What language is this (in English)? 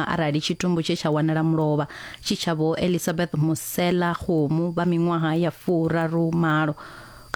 Venda